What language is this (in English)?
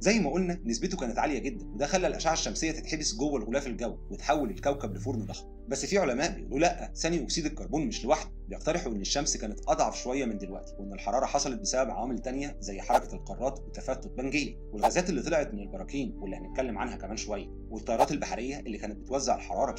Egyptian Arabic